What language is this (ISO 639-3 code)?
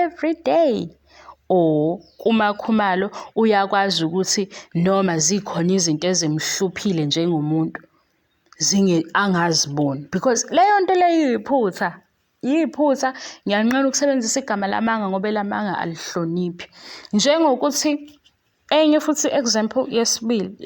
zul